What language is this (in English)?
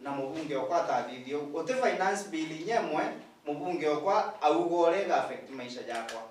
Meru